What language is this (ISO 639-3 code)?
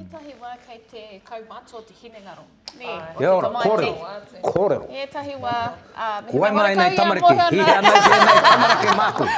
mri